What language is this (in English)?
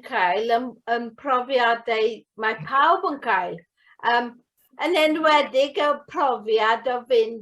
Welsh